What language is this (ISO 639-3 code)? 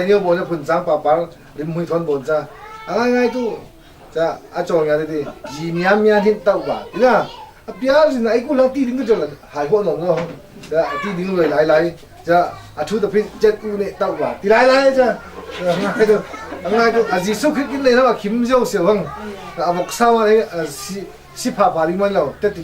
cfm